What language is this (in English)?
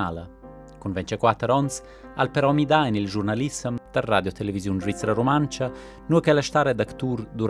Romansh